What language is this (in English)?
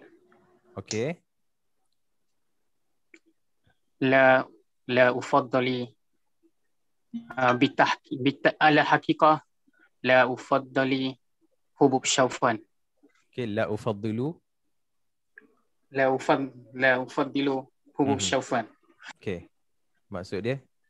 Malay